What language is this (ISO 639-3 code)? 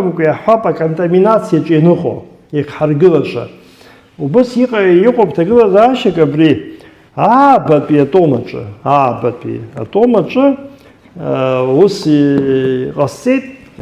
abk